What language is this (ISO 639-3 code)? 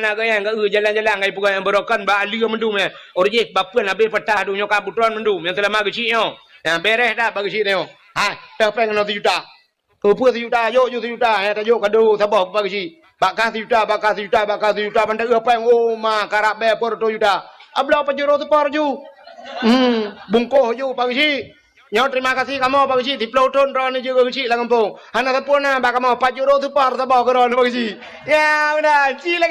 ace